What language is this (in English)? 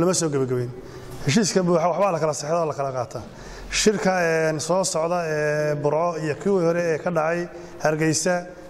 Somali